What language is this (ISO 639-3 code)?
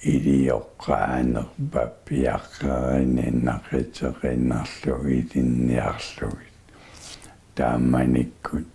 kal